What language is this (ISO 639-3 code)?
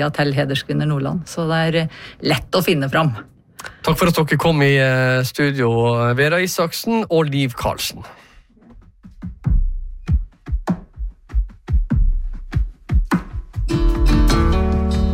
nor